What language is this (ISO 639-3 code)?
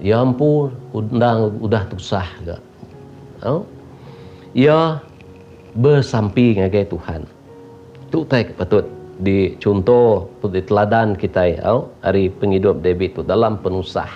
iba